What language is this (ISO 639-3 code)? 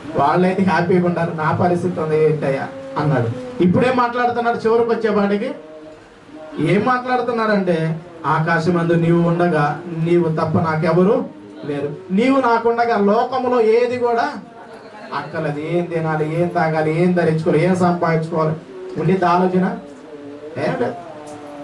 tel